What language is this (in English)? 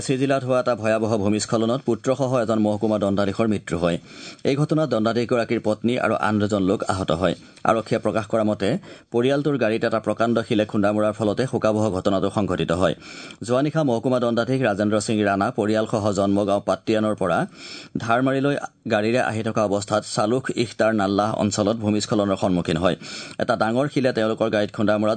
Assamese